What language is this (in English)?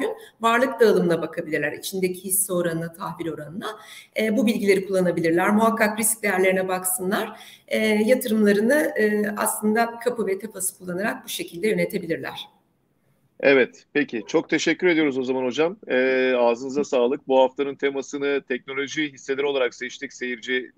Turkish